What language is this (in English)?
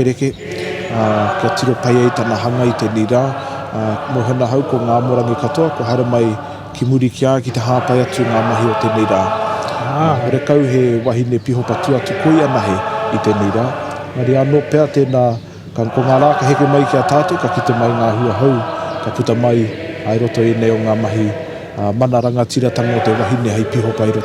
Māori